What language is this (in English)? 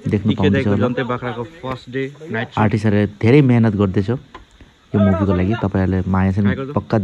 Nepali